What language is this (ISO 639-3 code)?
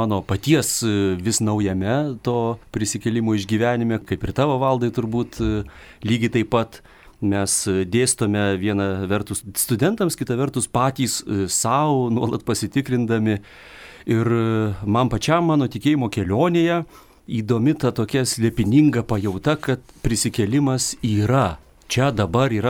lit